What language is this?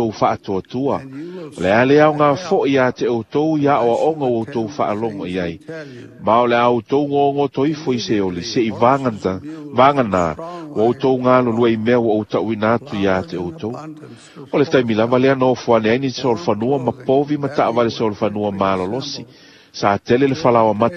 Samoan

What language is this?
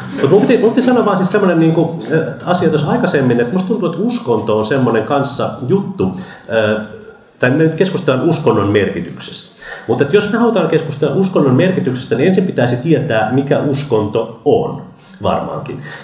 Finnish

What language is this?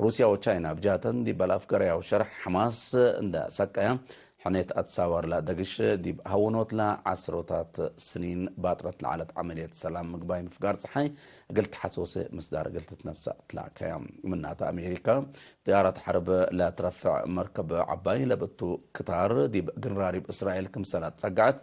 Tigre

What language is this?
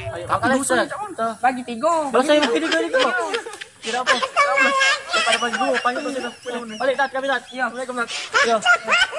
Musi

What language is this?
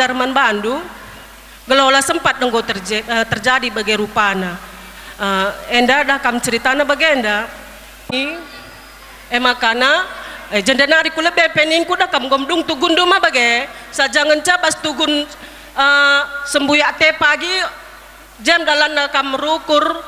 Batak Karo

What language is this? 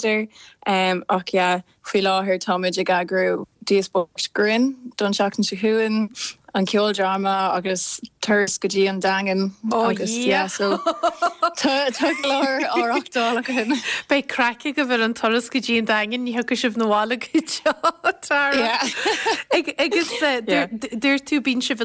Irish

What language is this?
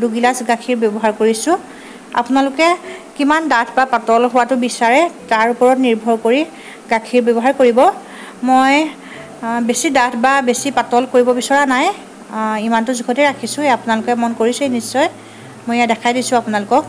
Assamese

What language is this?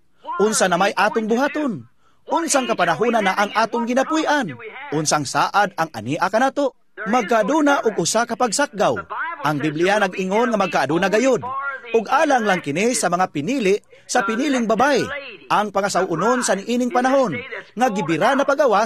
Cebuano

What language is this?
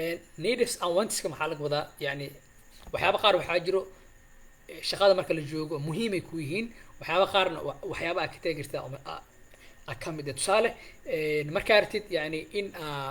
Somali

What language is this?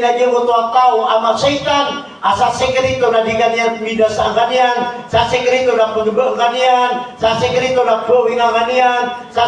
Maranao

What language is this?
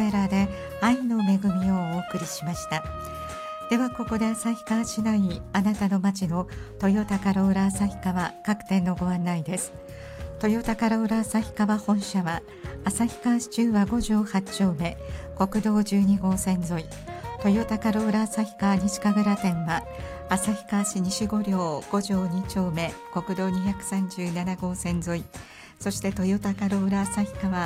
Japanese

